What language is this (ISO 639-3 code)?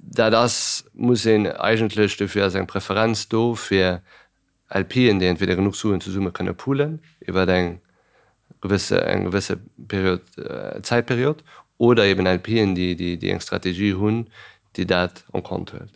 ltz